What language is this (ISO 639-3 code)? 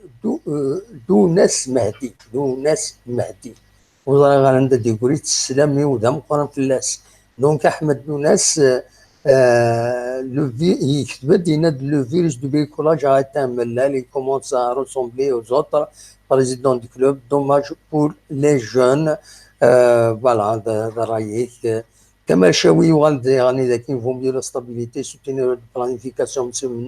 kab